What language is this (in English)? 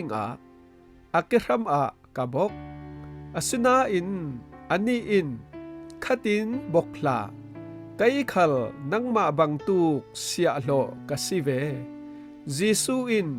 Falam Chin